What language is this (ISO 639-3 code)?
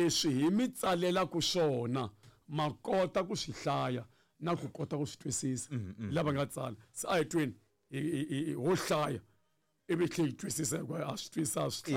tso